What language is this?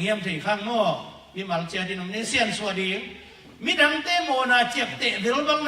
Tedim Chin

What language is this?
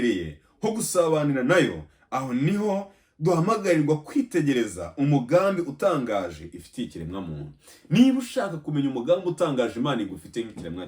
Kinyarwanda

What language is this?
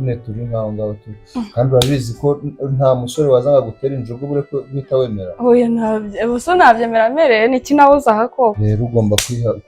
Kinyarwanda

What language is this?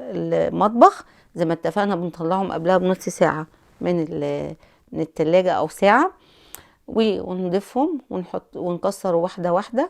Egyptian Arabic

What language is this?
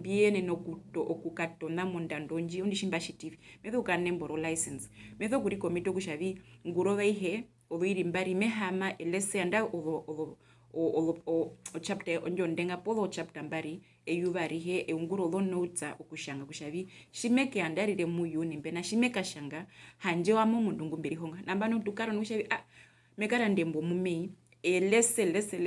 Herero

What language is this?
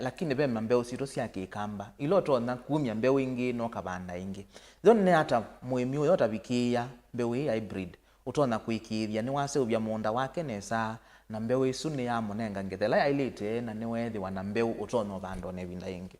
Kamba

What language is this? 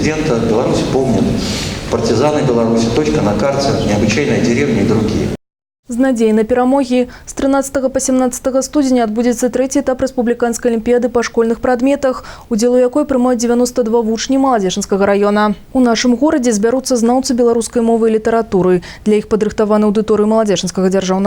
Belarusian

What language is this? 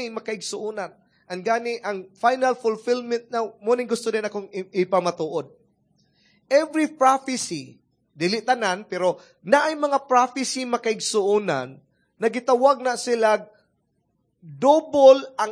Cebuano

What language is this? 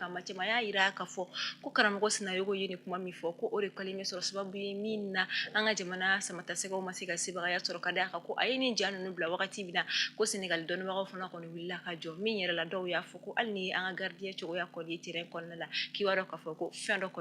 Bambara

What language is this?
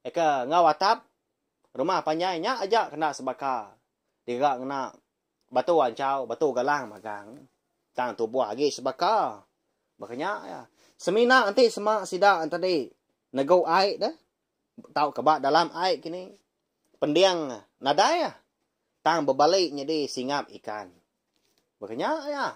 Iban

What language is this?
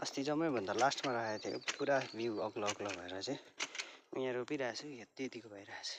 Nepali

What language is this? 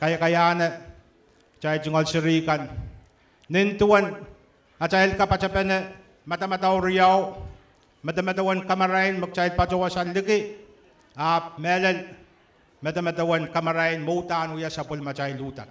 Pohnpeian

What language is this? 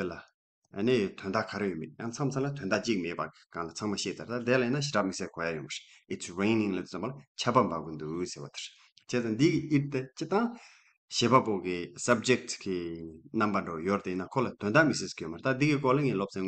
Tibetan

